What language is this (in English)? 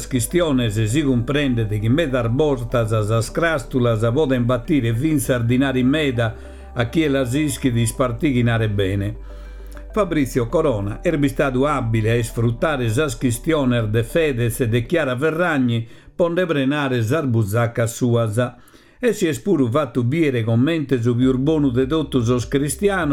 Sardinian